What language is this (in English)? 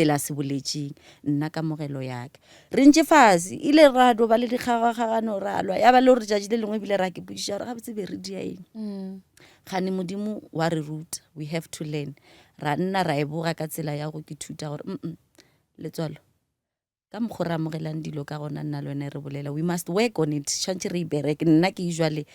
Northern Sotho